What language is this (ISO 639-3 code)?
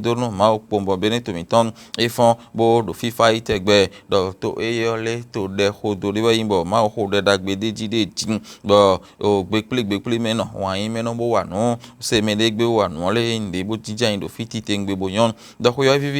fon